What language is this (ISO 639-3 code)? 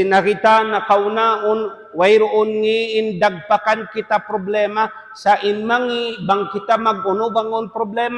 tsg